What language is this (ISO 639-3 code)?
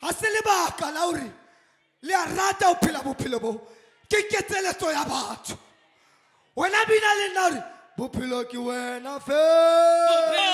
sot